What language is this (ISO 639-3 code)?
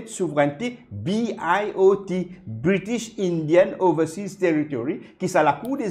mfe